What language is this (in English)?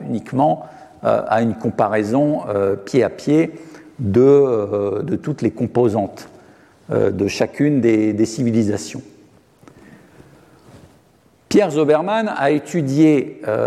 French